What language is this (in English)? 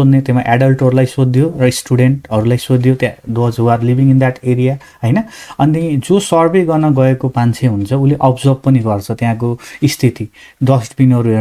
Nepali